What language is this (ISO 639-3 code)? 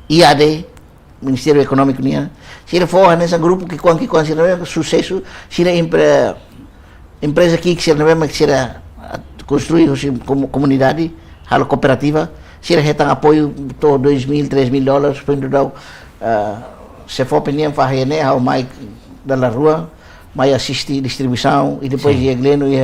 tet